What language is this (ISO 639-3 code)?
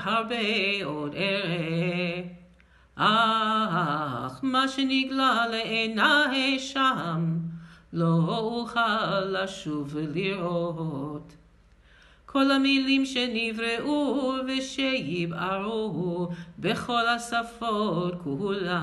heb